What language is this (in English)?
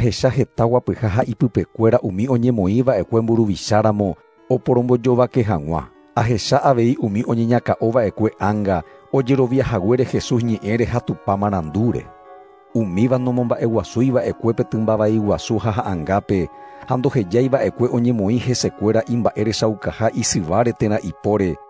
Guarani